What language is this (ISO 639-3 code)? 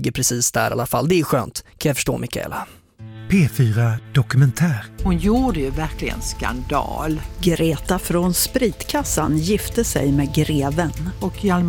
swe